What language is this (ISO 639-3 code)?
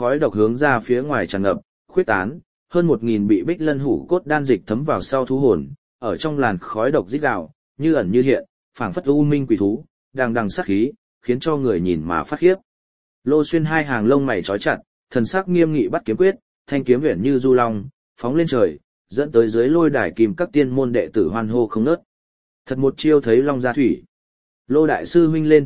vie